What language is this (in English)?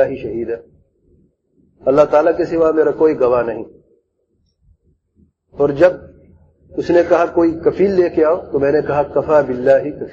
Urdu